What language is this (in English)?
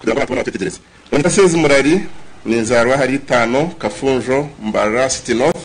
Nyankole